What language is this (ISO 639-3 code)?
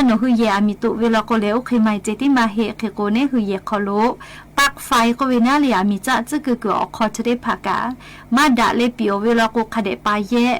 lhu